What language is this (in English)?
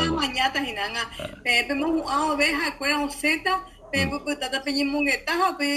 Guarani